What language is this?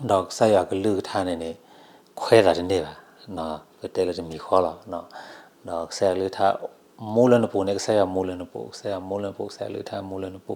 S'gaw Karen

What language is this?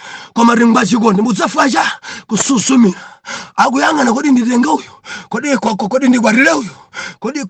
Nyanja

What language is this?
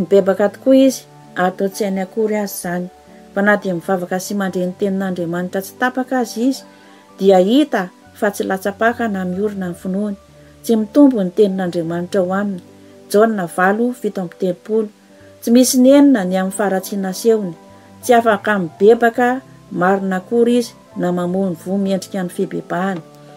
Malagasy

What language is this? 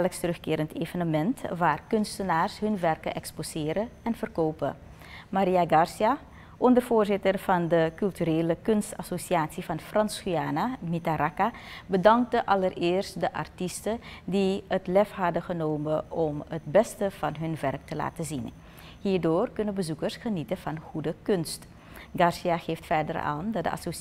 Dutch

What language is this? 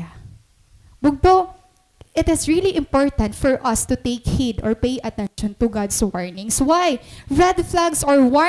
Waray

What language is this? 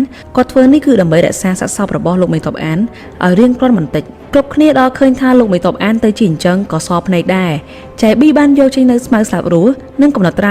Khmer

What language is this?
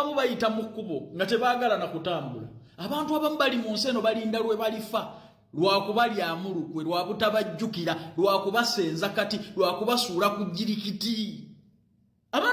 Ganda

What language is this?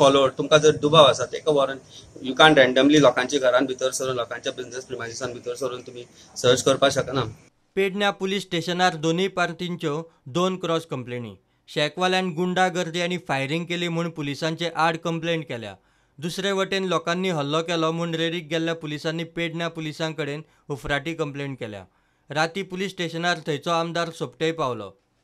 Konkani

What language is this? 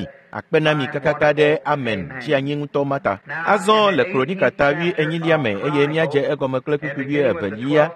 Ewe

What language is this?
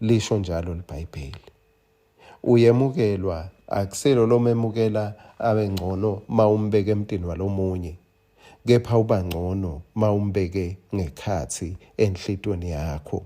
Swati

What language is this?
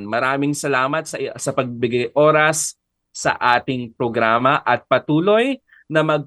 Filipino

